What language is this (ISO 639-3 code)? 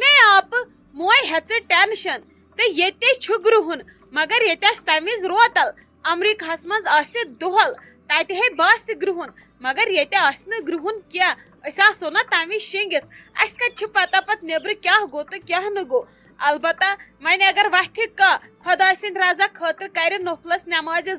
kas